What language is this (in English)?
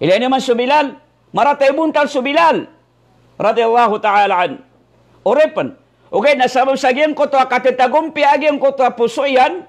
Maranao